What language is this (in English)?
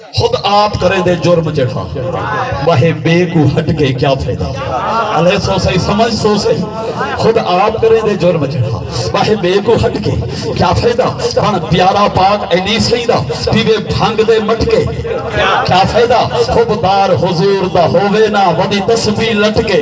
Saraiki